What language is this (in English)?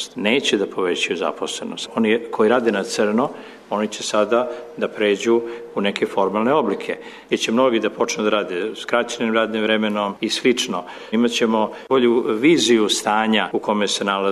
Serbian